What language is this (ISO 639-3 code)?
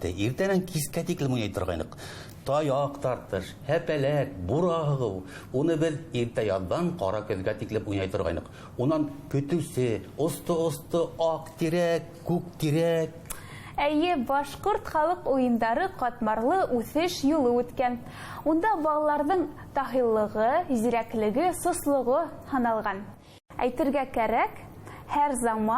bak